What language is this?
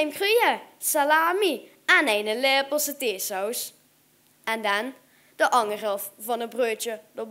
Limburgish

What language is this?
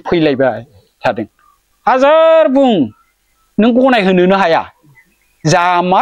Bodo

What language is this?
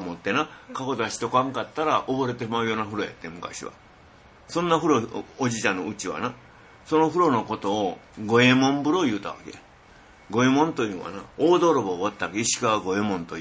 Japanese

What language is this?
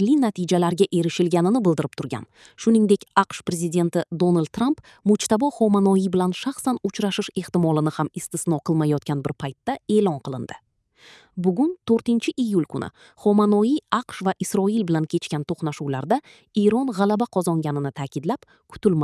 Uzbek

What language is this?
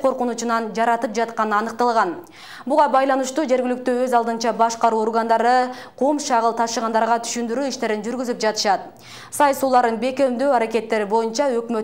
Kyrgyz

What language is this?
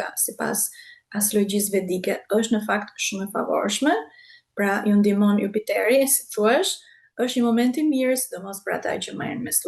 Albanian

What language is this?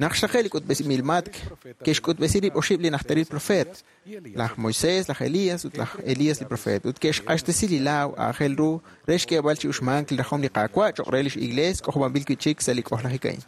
Kekchí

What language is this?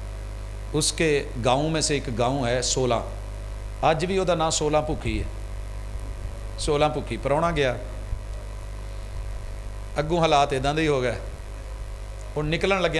Western Panjabi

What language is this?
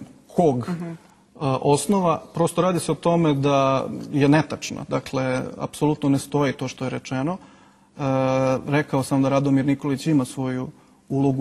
Serbian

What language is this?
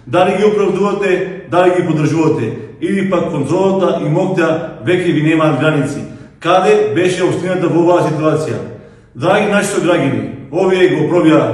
Macedonian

